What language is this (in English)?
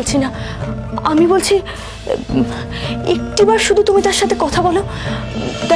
Bangla